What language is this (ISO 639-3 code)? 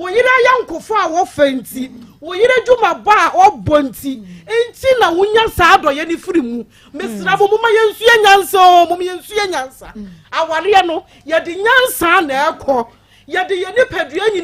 aka